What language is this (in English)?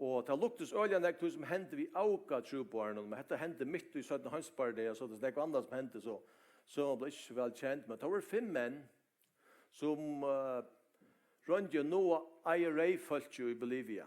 Faroese